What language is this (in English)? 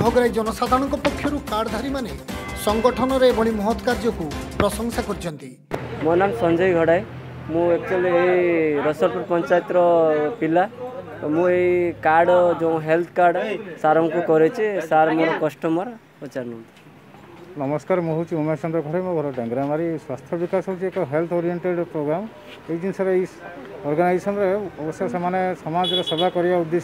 Odia